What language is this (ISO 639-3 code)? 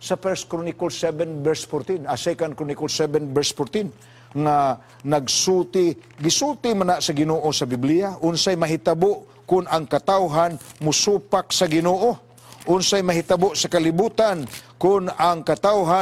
ceb